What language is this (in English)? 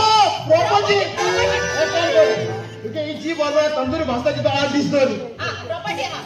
Konkani